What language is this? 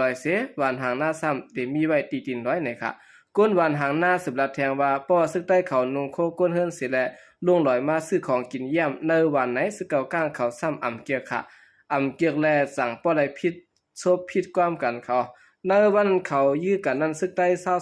Shan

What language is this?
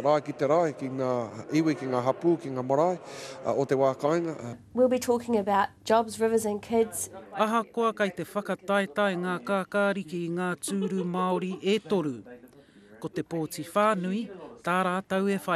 Māori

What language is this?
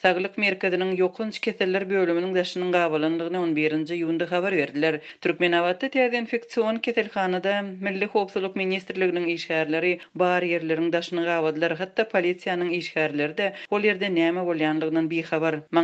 Turkmen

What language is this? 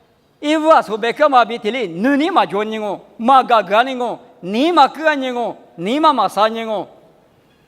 Lisu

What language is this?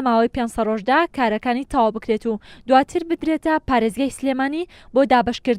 Central Kurdish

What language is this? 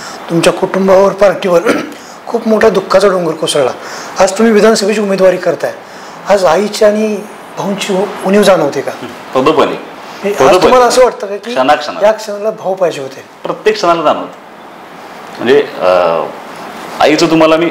Marathi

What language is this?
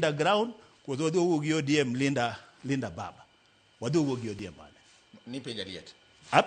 Luo (Kenya and Tanzania)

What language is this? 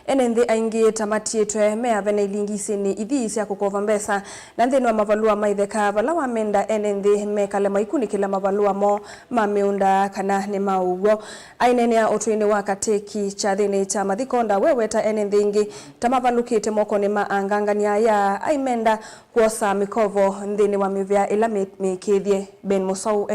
Kamba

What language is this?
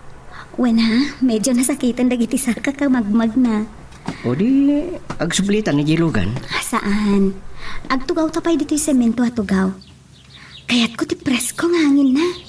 Iloko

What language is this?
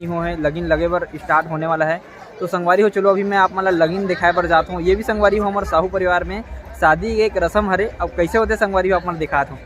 Chhattisgarhi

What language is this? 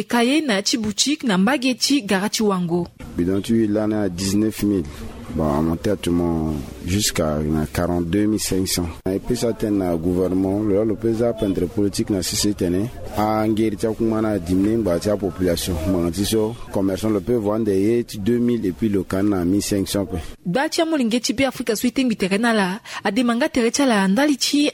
Sango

